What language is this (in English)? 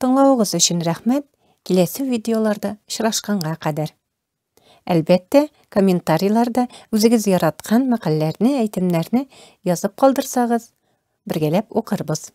Tatar